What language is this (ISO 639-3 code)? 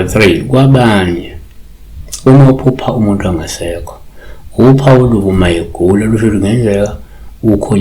zul